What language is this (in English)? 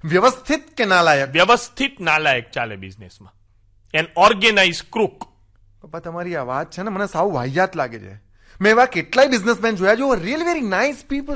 Gujarati